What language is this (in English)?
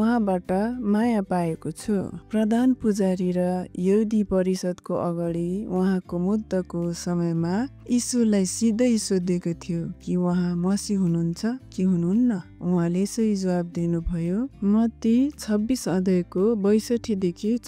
Nepali